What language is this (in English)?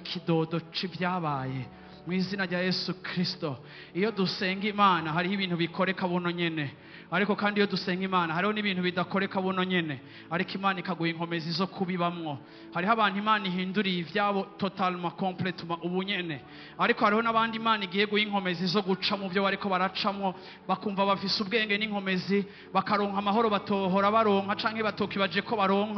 Rundi